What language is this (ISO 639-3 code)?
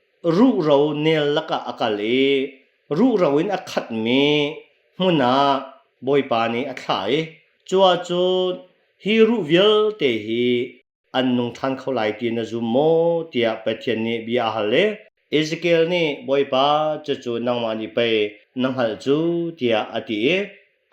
cnh